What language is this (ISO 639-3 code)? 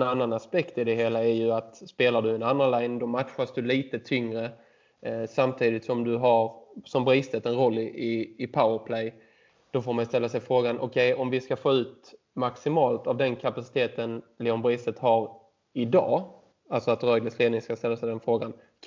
swe